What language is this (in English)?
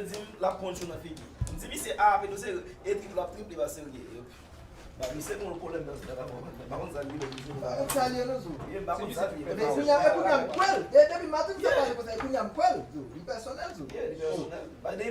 Haitian Creole